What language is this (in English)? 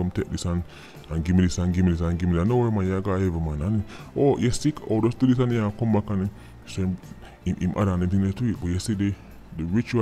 Jamaican Creole English